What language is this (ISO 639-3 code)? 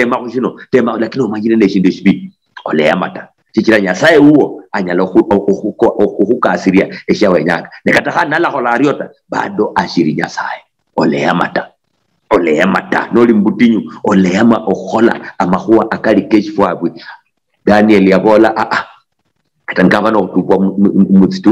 luy